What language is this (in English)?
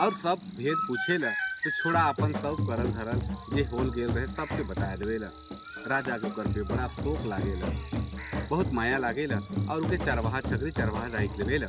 Sadri